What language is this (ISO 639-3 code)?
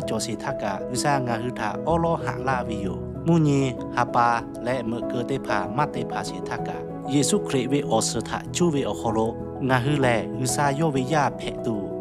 lhu